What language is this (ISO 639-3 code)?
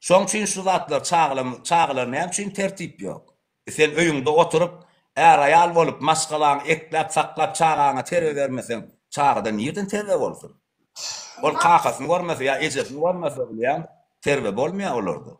tuk